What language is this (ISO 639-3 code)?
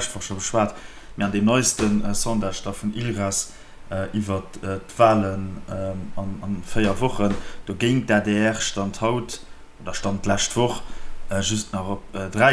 ltz